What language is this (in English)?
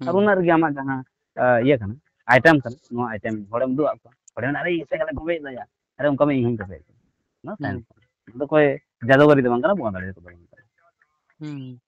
Santali